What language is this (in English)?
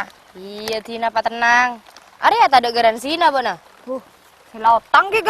Madurese